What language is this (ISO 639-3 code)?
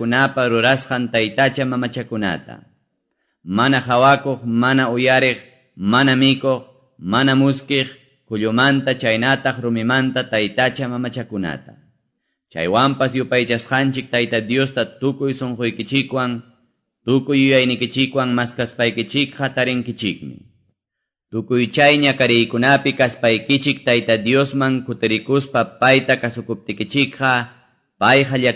que